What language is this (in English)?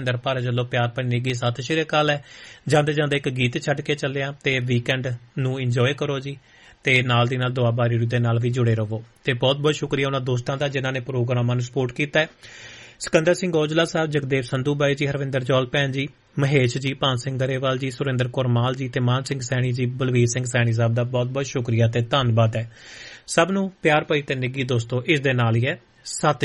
Punjabi